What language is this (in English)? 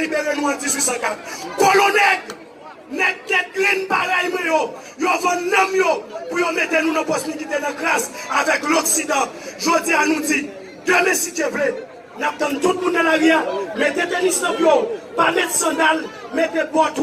Haitian Creole